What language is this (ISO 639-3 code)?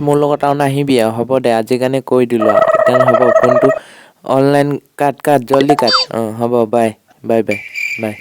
asm